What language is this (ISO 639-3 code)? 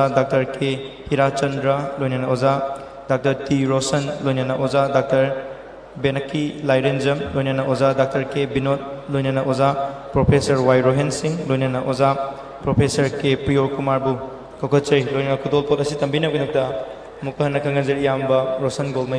mni